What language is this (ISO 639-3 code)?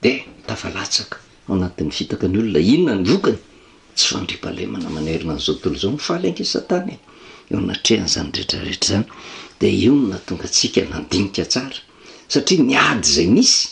mlg